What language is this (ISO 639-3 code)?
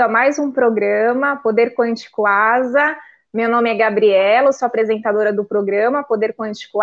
por